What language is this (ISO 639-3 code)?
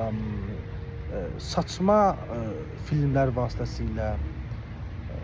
aze